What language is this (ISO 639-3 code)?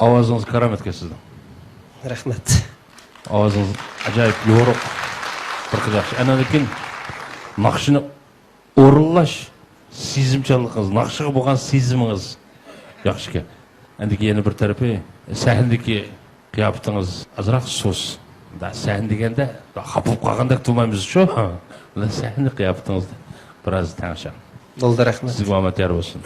uig